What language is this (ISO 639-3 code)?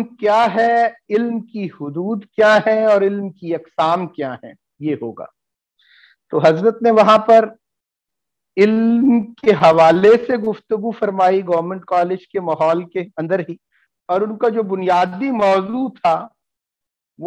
urd